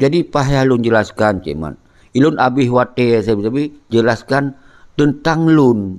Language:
Achinese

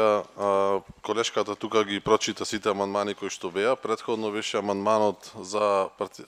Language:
Macedonian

